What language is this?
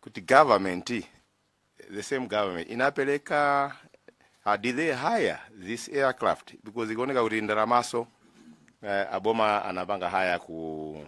Nyanja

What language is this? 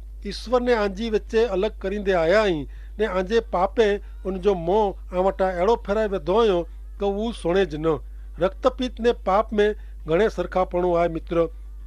Kachhi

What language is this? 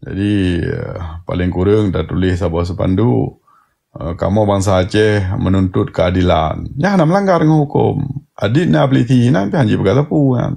Achinese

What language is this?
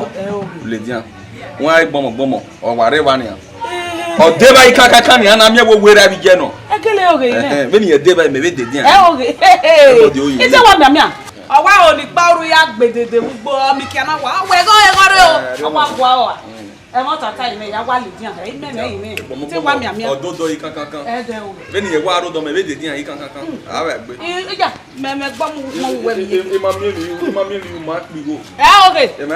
Bini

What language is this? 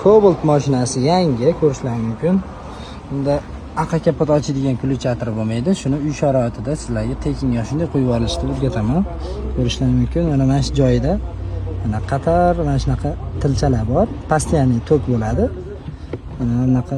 Uzbek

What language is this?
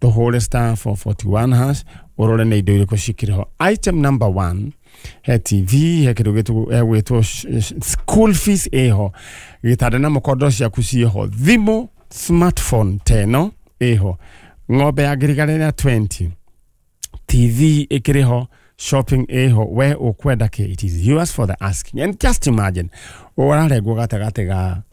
Kikuyu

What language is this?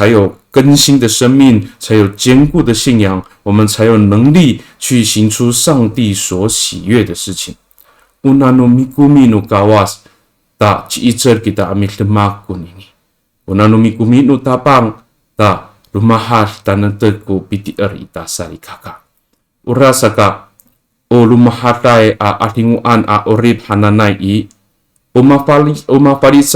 Amis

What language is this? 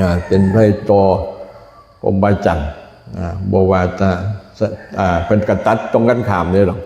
Lao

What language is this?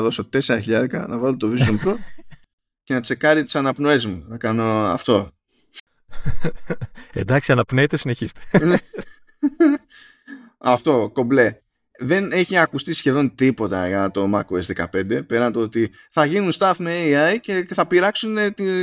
Greek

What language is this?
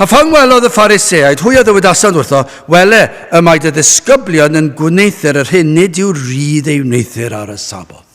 Welsh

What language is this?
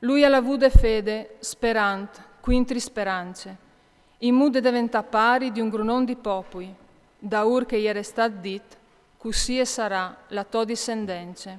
Friulian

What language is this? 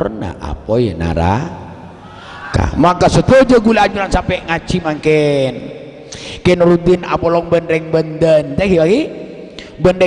Madurese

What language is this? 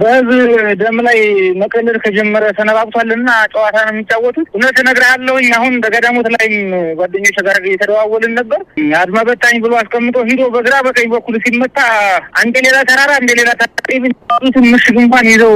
Amharic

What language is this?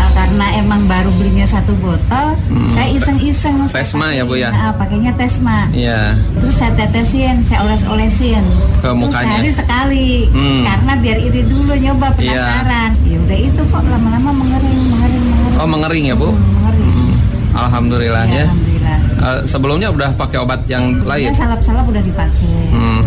Indonesian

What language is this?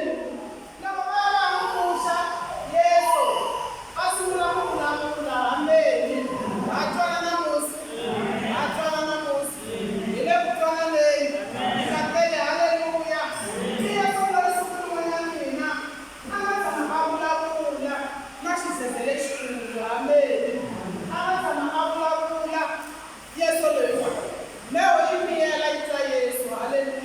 Tsonga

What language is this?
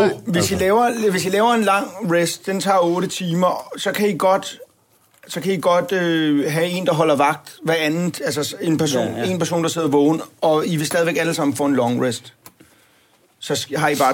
Danish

